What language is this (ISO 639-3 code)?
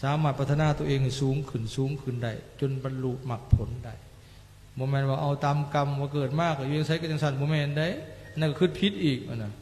lao